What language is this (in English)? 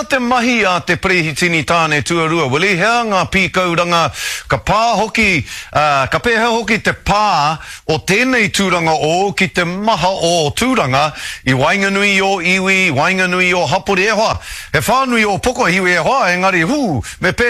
Māori